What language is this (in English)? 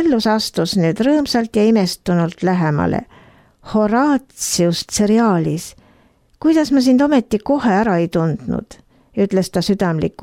Estonian